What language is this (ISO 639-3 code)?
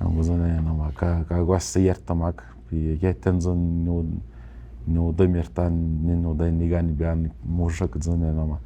atj